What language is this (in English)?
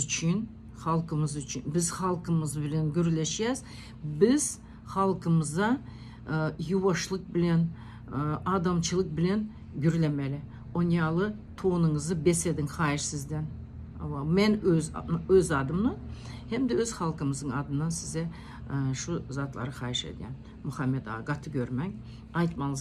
Turkmen